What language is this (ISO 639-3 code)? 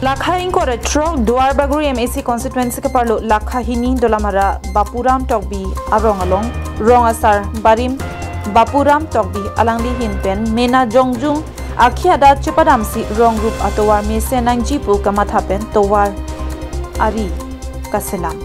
mjw